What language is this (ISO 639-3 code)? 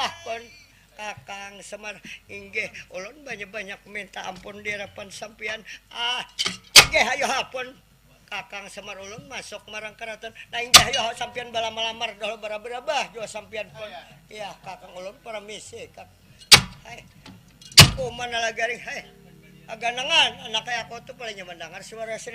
bjn